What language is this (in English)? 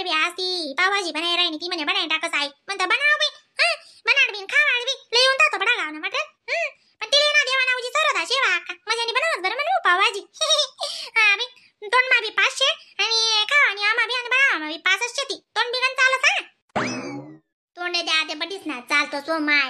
Khandesi